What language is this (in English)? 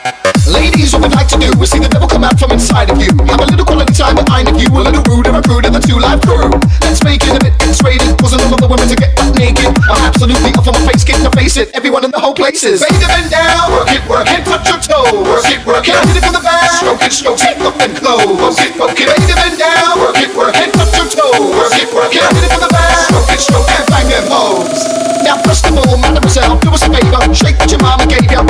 English